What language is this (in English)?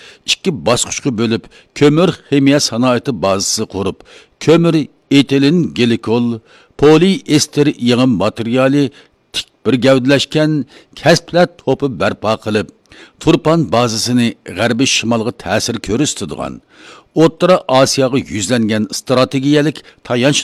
Uyghur